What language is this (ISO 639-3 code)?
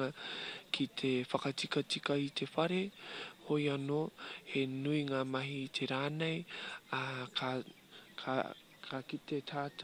mri